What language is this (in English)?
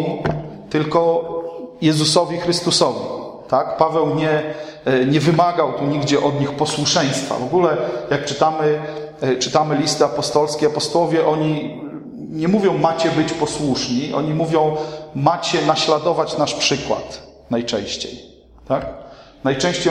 Polish